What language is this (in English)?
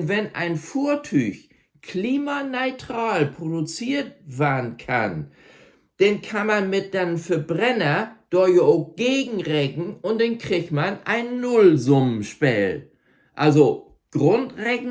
Low German